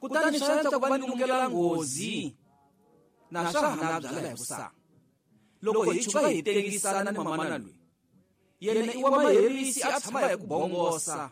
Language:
Tsonga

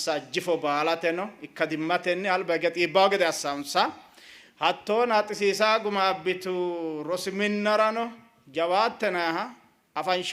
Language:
Sidamo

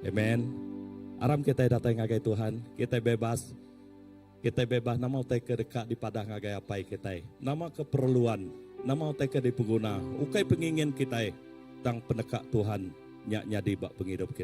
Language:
Iban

